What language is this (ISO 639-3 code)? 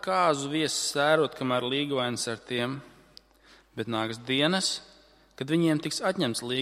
lav